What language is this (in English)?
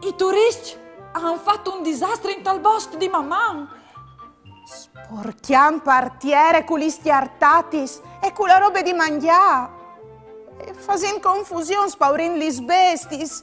Friulian